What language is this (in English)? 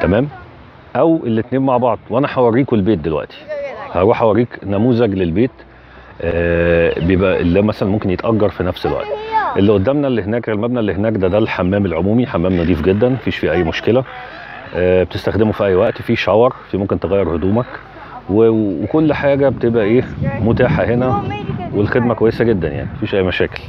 Egyptian Arabic